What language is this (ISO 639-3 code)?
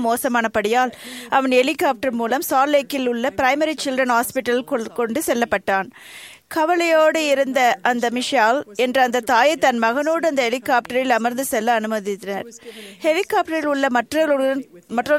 tam